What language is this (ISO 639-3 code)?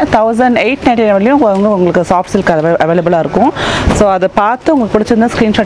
tam